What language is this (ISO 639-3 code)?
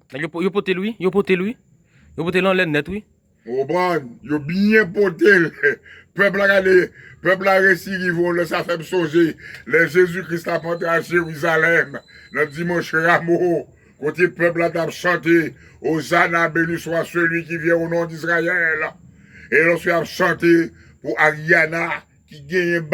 hat